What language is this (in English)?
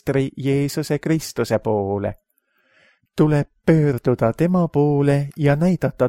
Estonian